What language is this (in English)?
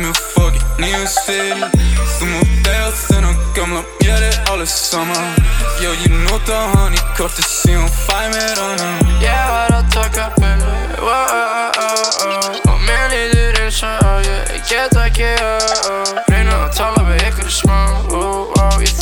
Icelandic